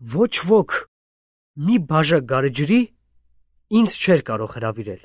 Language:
Armenian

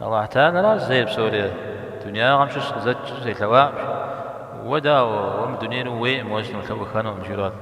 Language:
Kabardian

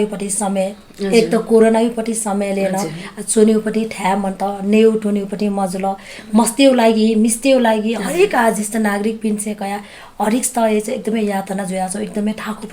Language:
Newari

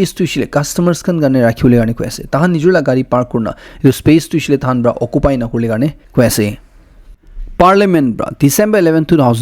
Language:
Naga Pidgin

